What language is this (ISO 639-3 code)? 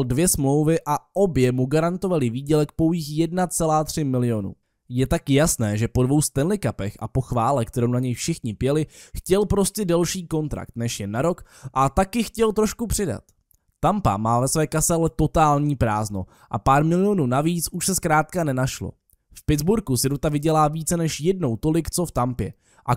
ces